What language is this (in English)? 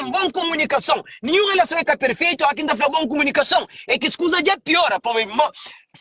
Kabuverdianu